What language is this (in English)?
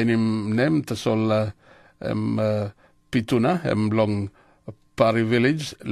Tok Pisin